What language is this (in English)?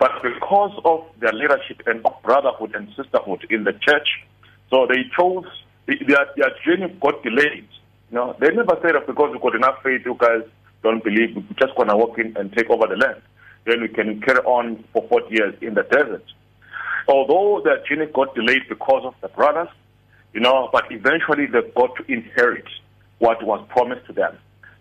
English